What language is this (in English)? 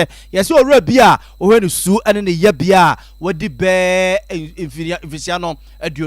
Akan